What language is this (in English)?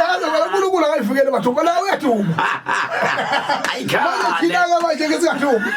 Zulu